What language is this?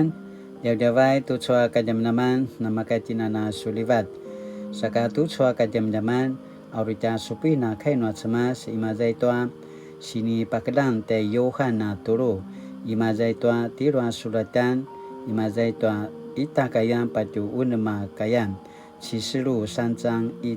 Paiwan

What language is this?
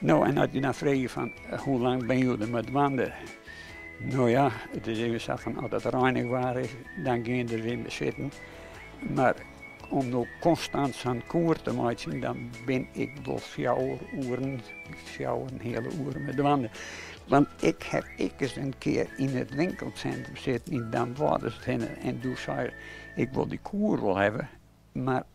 Western Frisian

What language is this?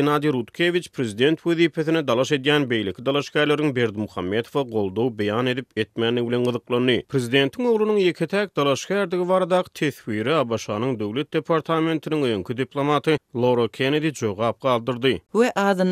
Turkmen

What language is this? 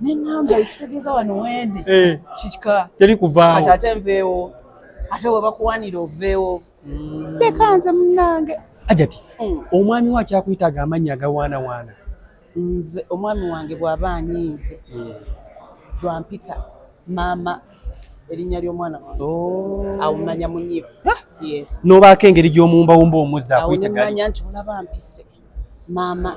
Ganda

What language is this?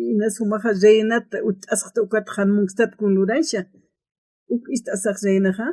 Aymara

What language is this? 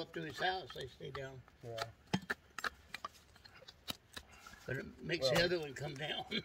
English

